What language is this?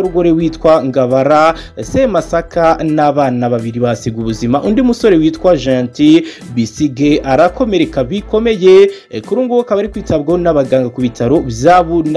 Kinyarwanda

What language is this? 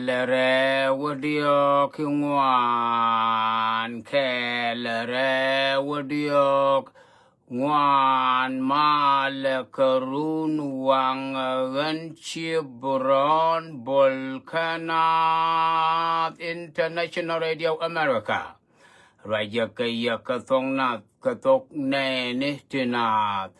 Nuer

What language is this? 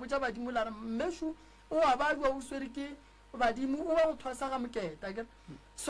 Northern Sotho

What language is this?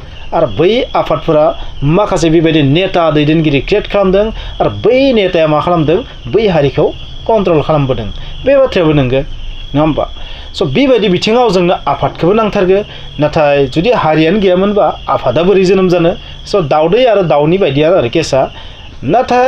Bodo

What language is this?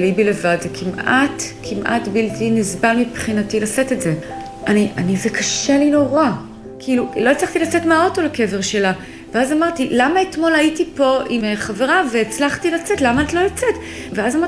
Hebrew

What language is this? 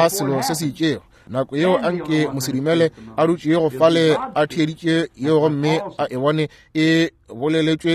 Northern Sotho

